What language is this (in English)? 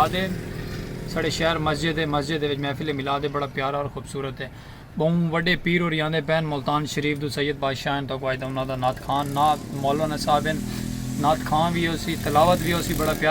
Saraiki